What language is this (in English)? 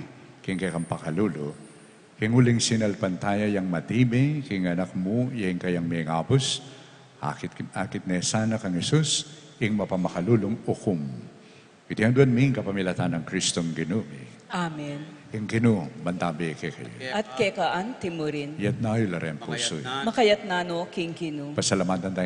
Pampanga